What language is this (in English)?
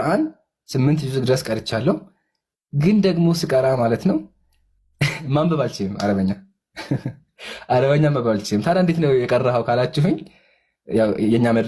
Amharic